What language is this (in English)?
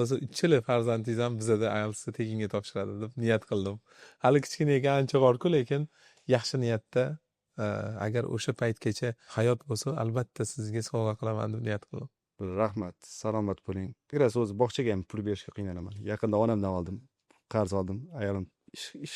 Uzbek